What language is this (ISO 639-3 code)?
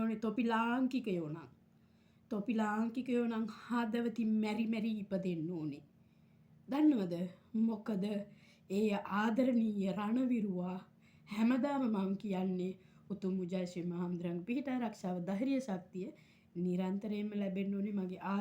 sin